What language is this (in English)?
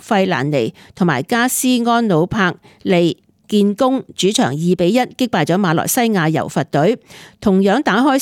Cantonese